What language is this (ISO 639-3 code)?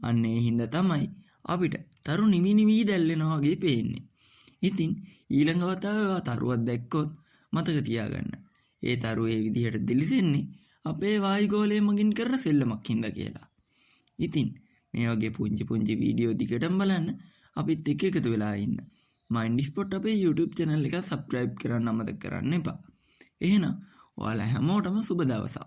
sin